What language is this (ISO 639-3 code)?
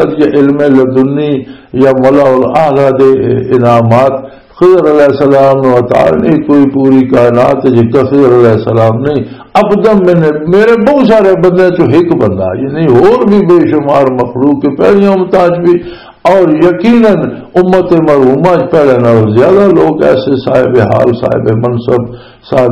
lah